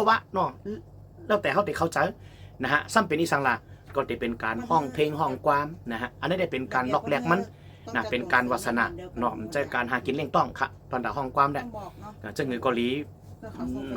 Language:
Shan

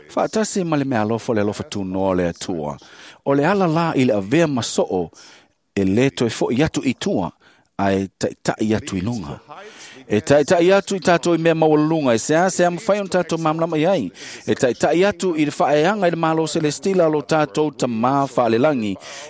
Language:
Samoan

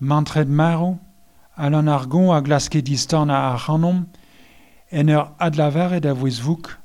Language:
Breton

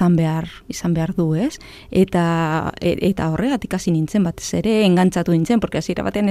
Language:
Basque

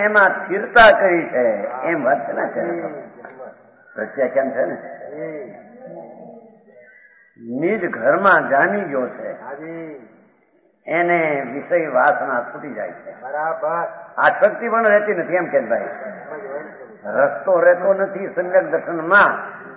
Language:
Gujarati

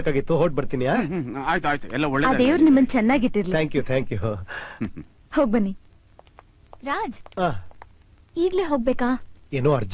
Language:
Kannada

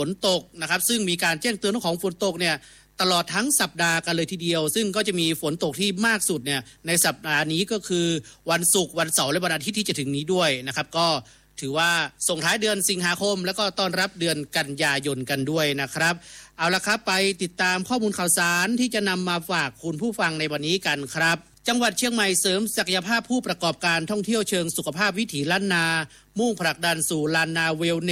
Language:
Thai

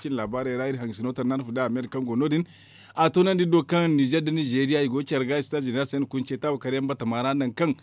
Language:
Zarma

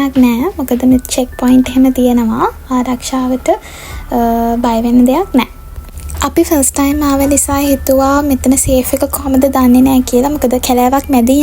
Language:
Sinhala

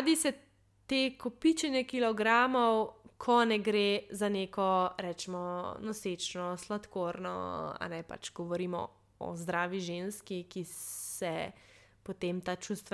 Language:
Slovenian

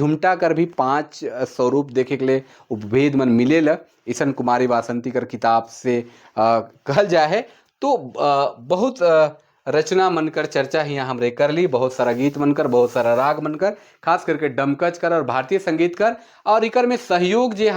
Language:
Sadri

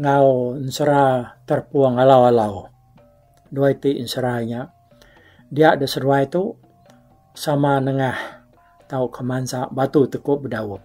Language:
Iban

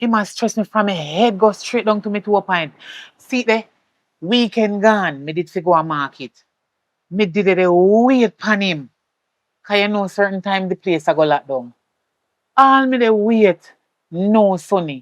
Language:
Jamaican Creole English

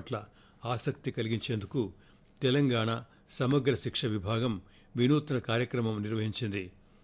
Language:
Telugu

